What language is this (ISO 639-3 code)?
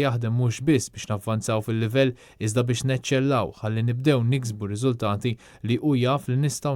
mlt